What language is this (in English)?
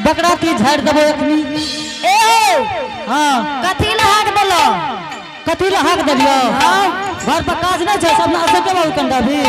Angika